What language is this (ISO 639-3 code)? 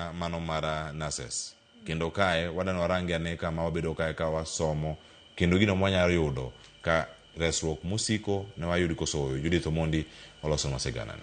luo